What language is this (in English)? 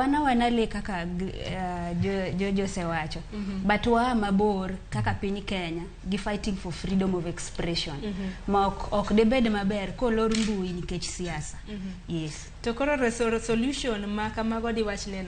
Luo (Kenya and Tanzania)